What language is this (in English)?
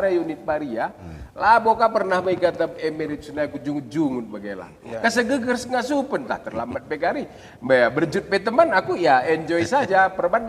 Batak Karo